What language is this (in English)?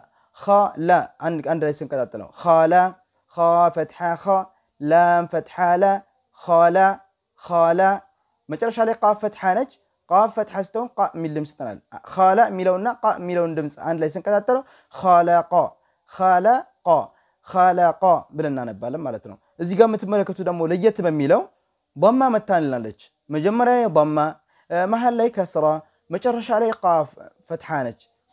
Amharic